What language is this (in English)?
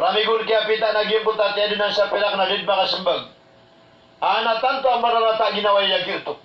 Maranao